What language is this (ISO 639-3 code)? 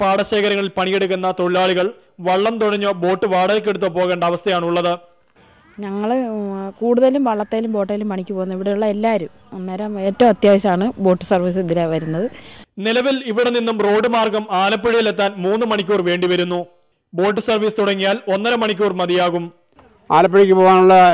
mal